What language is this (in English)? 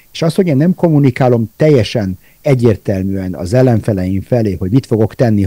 Hungarian